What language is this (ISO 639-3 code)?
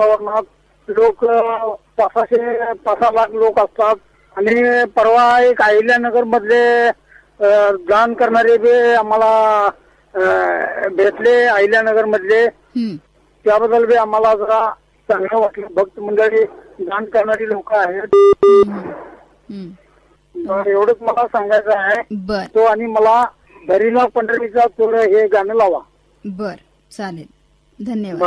mar